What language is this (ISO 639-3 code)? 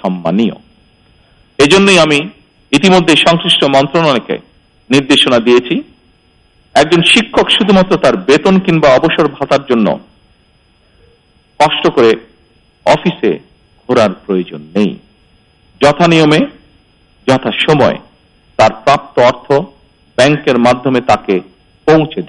ben